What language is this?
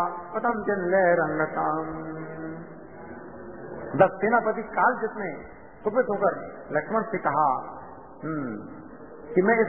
Hindi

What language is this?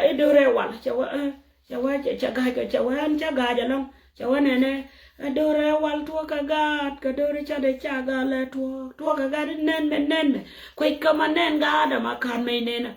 Nuer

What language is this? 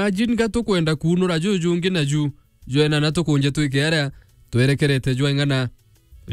Meru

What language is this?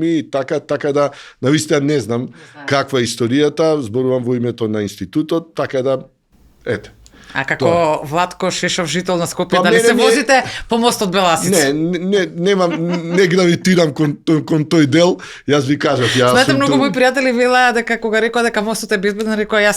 Macedonian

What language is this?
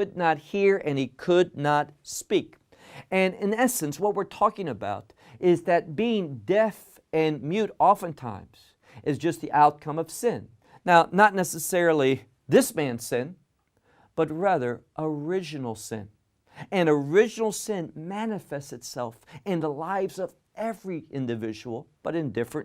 English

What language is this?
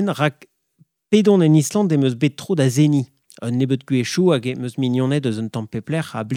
Breton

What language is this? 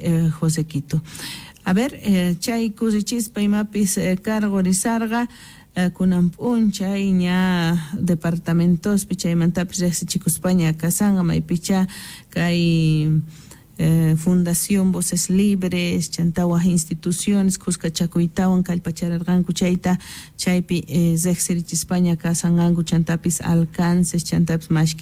South Bolivian Quechua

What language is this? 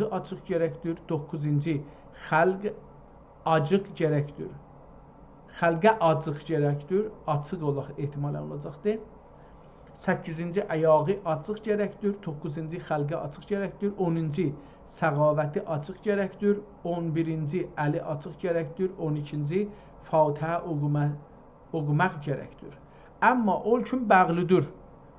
South Azerbaijani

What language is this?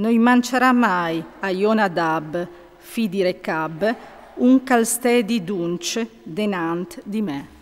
Friulian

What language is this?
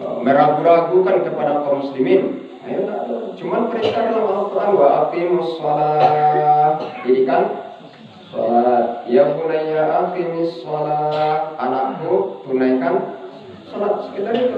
Minangkabau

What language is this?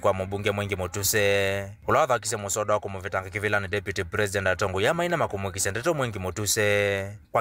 Kamba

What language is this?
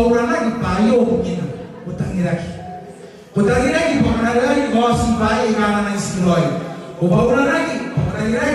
Gilbertese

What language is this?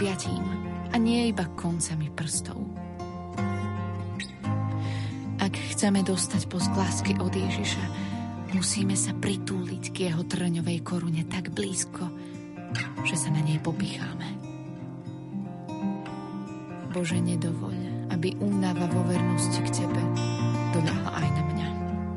Slovak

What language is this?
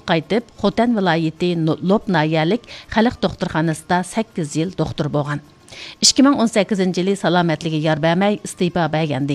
Uyghur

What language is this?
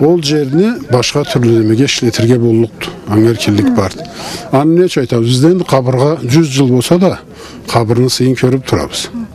Karachay-Balkar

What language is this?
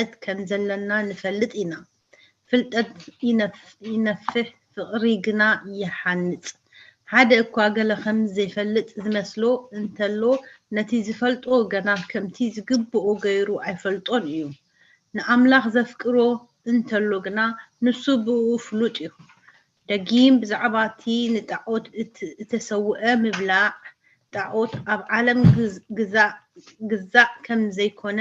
Tigrinya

